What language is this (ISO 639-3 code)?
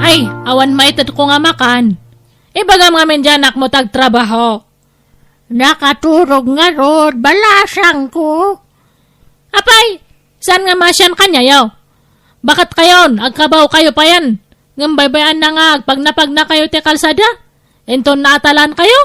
ilo